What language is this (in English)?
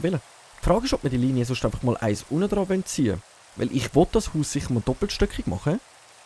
Swiss German